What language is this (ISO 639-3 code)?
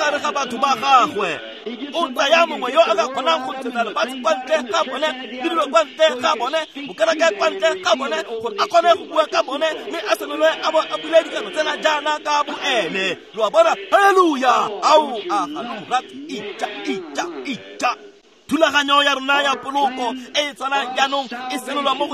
tsn